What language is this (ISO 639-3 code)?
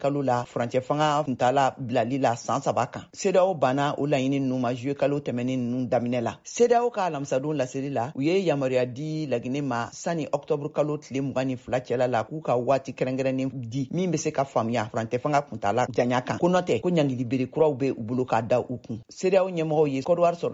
bam